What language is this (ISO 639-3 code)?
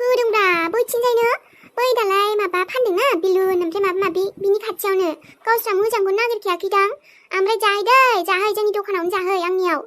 brx